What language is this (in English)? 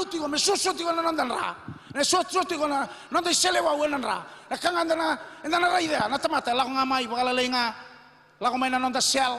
Fijian